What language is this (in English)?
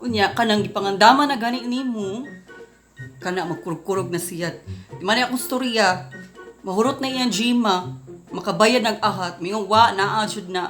Cebuano